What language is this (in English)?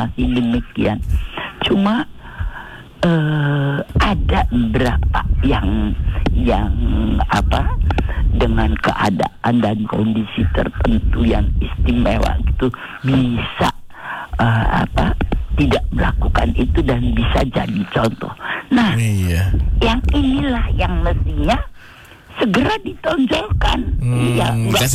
Indonesian